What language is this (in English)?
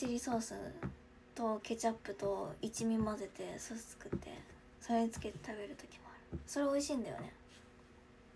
Japanese